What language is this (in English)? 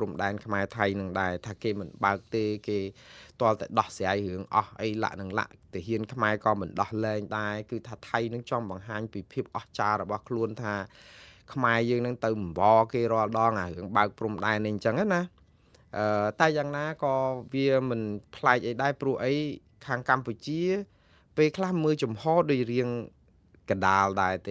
Khmer